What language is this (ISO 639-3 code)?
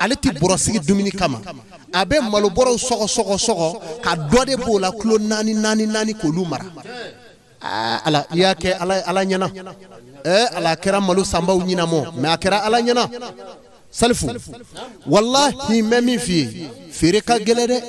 bam